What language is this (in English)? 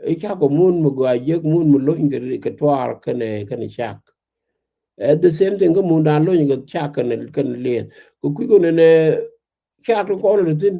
Nuer